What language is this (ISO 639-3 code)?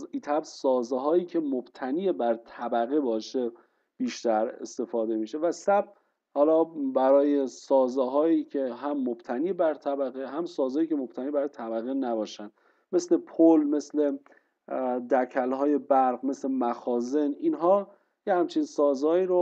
fas